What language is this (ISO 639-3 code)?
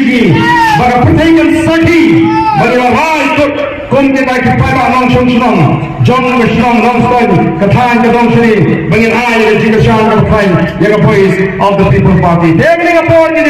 kha